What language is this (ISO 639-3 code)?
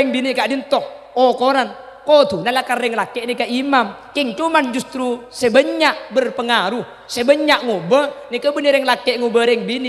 mad